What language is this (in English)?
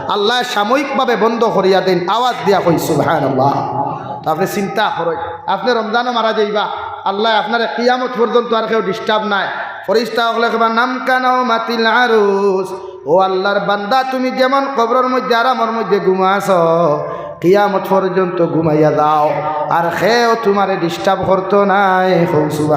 Sylheti